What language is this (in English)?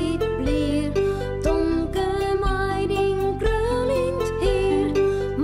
Western Frisian